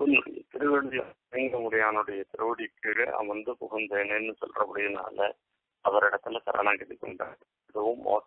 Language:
Tamil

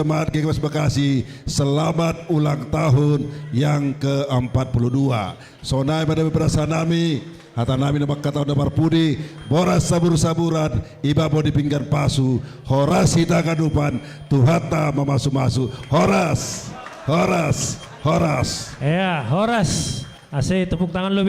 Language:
Batak Simalungun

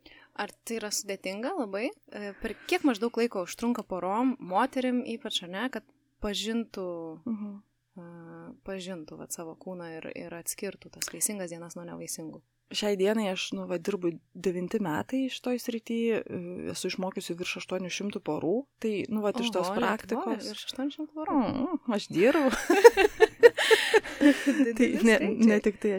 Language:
Lithuanian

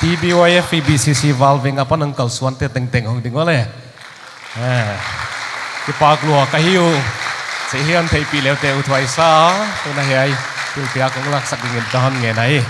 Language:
Paite Chin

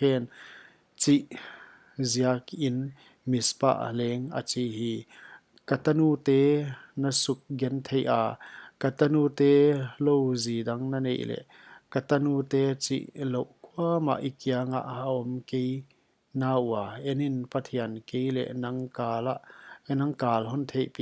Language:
Paite Chin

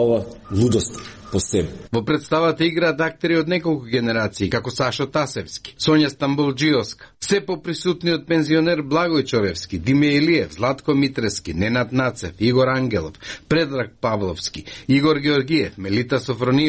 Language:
Macedonian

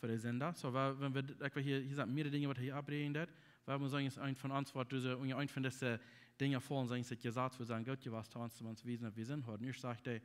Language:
Plautdietsch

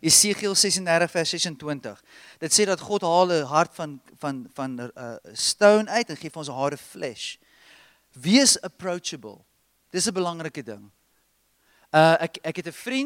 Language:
Afrikaans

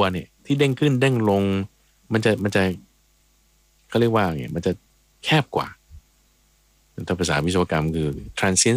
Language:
Thai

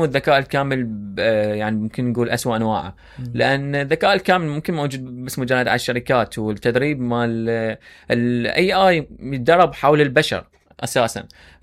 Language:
Mesopotamian Arabic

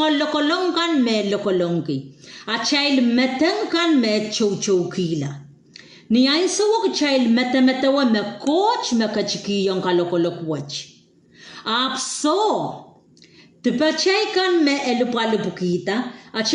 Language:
Pohnpeian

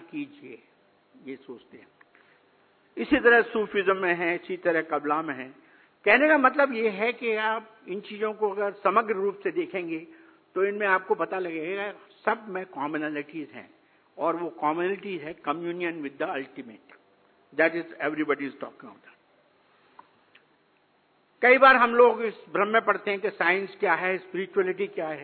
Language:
Hindi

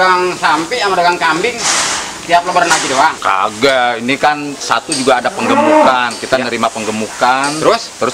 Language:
Betawi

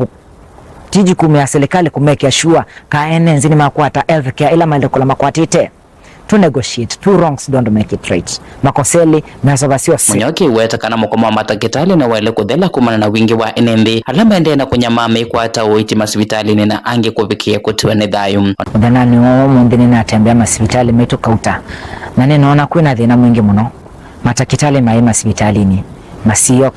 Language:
Kamba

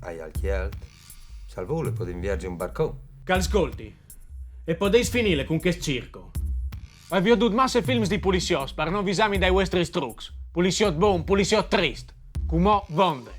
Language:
Friulian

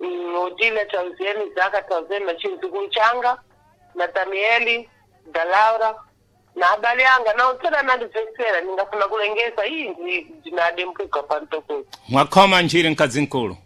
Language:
Sena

